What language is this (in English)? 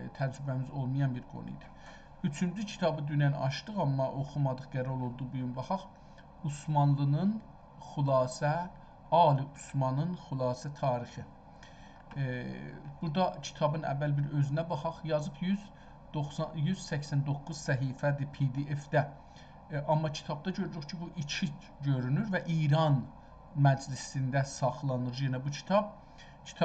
South Azerbaijani